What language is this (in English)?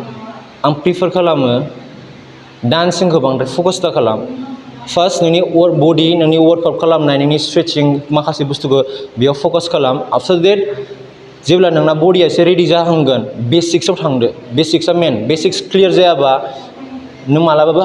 Bodo